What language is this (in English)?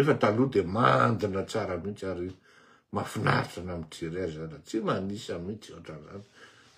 Malagasy